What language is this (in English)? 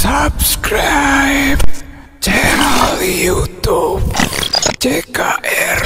Sundanese